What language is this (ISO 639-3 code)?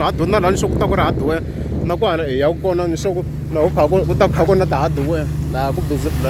tso